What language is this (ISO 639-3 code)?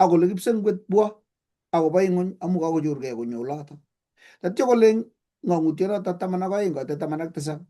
kln